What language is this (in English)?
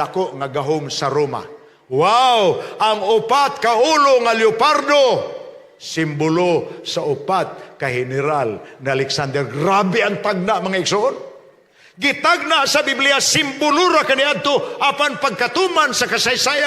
Cebuano